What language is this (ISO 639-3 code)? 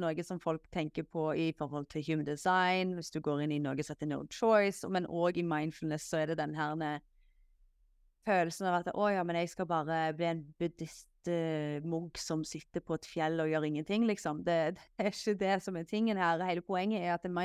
nor